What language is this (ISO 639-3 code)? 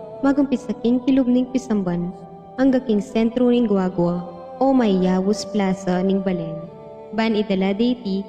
pam